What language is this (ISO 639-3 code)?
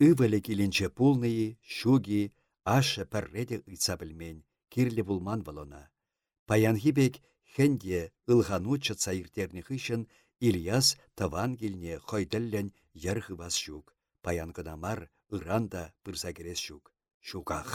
chv